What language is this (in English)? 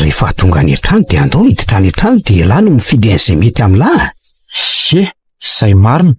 Malagasy